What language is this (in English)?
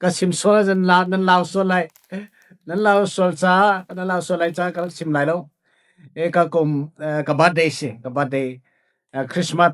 Falam Chin